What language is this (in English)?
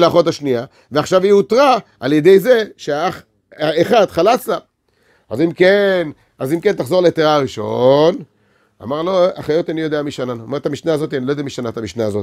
Hebrew